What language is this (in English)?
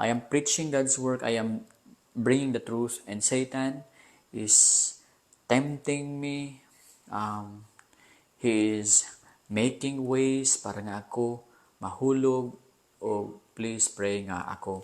Cebuano